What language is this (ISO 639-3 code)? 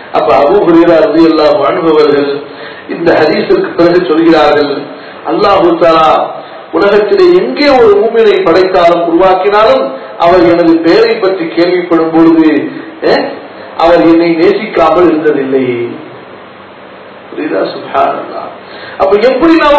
tam